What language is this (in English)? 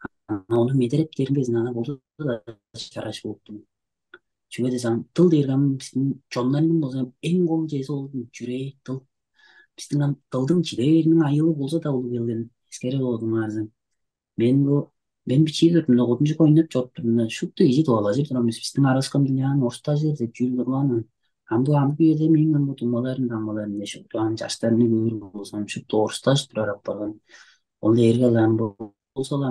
Tuvinian